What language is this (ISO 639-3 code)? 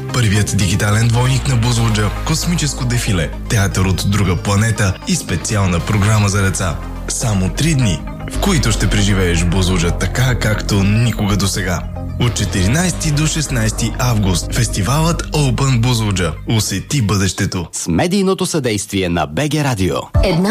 bul